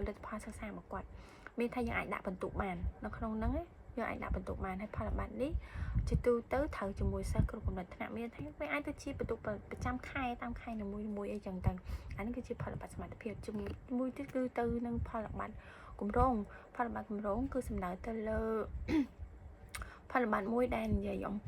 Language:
Khmer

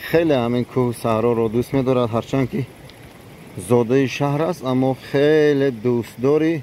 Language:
Tajik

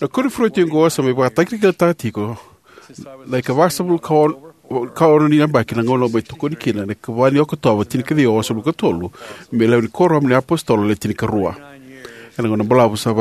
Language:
Fijian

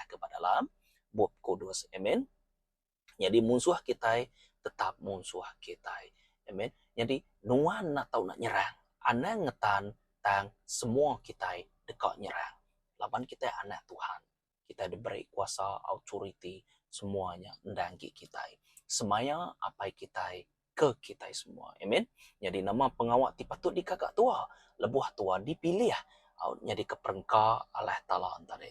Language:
Iban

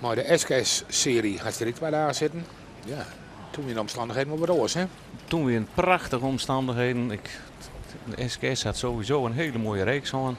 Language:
Western Frisian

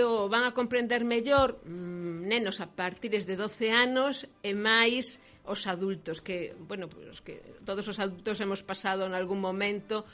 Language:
Galician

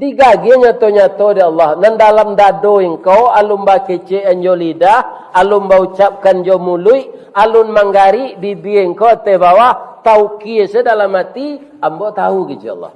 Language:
Minangkabau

